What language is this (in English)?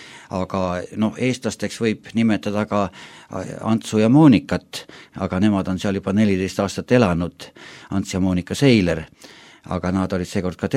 Estonian